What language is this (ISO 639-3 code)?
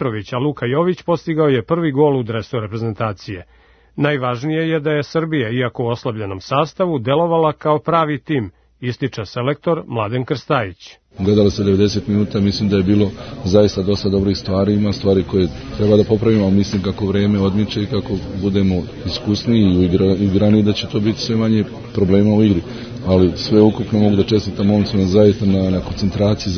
srp